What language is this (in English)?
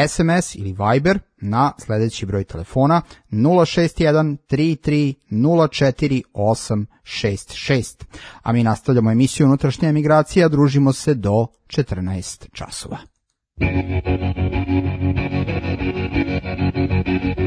Serbian